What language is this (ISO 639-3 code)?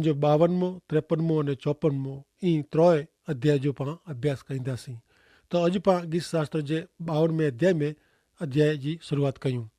kfr